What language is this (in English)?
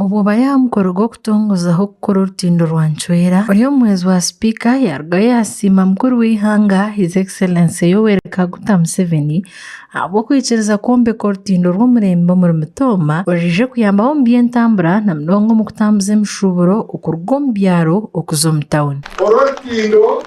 Nyankole